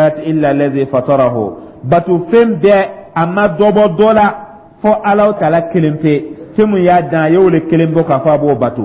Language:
Dyula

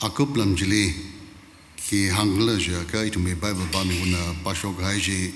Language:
Tangkhul Naga (India)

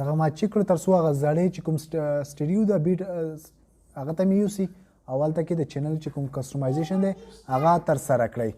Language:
Pashto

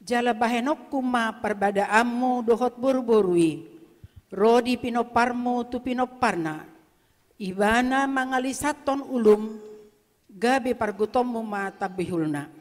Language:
Batak Toba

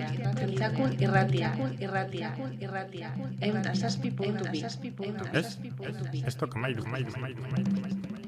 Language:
Basque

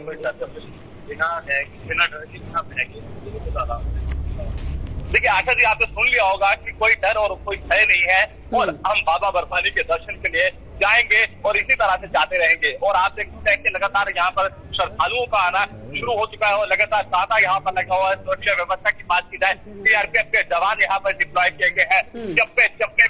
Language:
Hindi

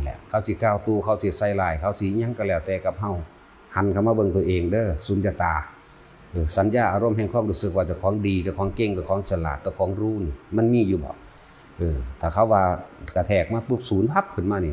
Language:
Lao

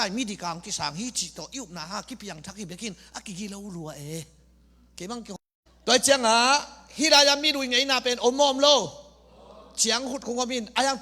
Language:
Tedim Chin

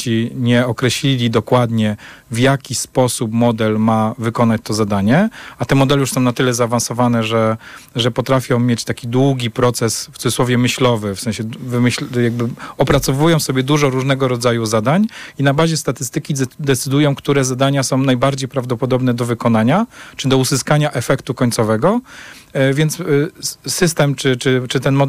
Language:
Polish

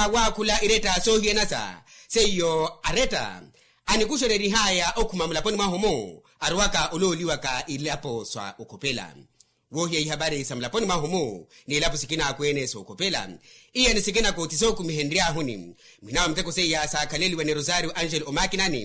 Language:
Makhuwa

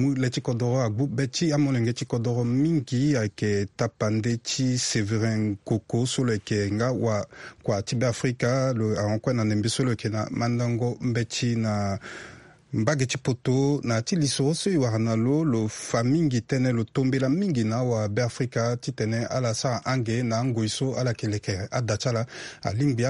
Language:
Sango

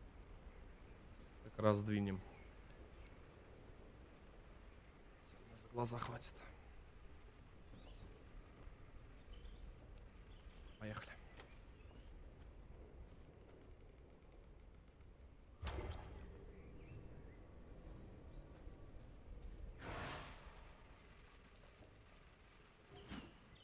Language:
Russian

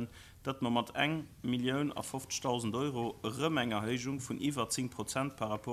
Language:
Luxembourgish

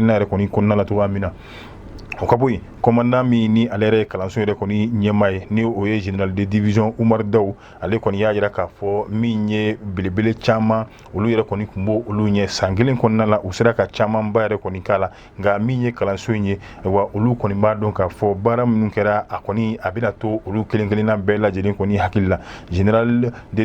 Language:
Bambara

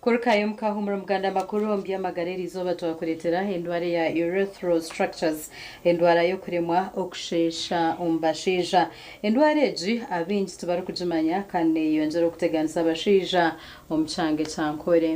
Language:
Nyankole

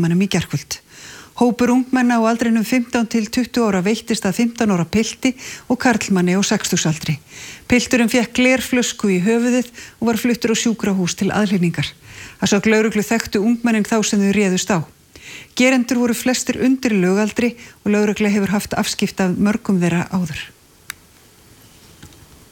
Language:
Icelandic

